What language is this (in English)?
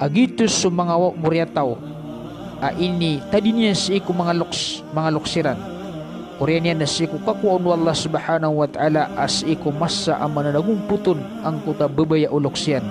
Maranao